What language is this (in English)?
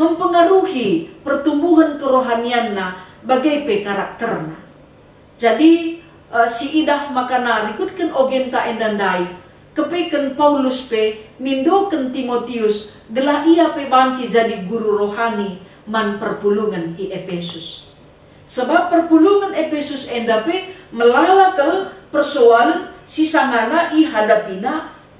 Batak Karo